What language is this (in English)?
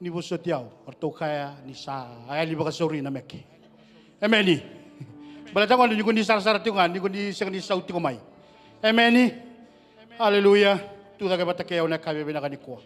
Fijian